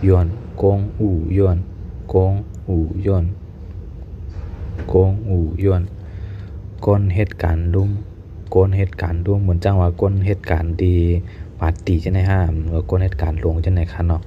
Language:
Shan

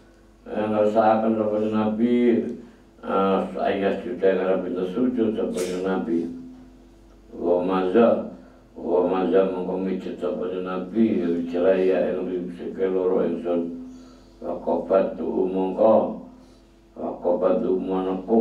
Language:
Javanese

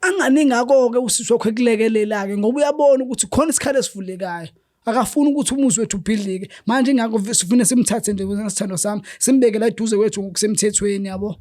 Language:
Zulu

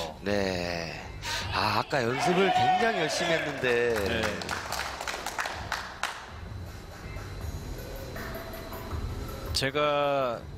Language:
Korean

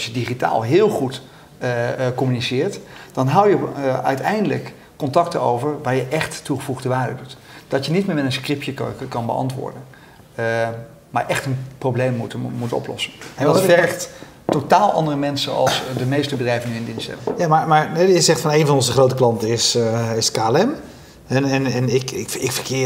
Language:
Dutch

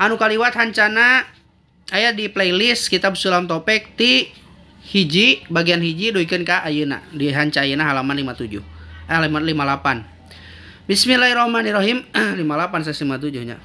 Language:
Sundanese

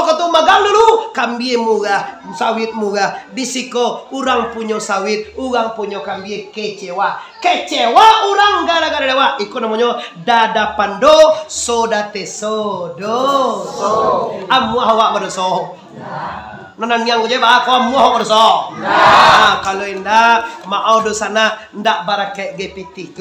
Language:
Minangkabau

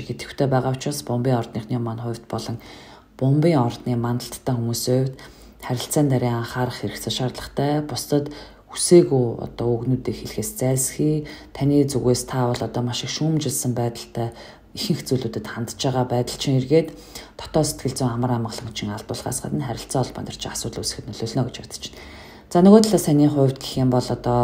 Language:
Mongolian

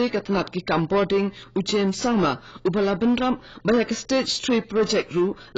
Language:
Khasi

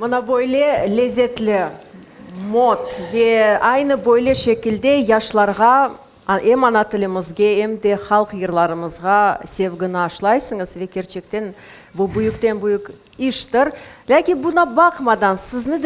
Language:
Crimean Tatar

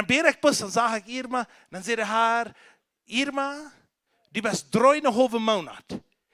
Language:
Plautdietsch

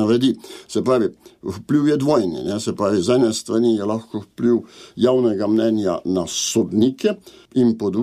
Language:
Slovenian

